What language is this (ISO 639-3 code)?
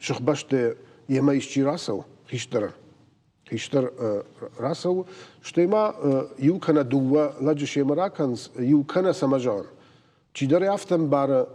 oss